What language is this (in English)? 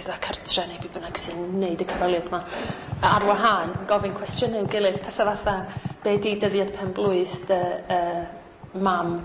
Welsh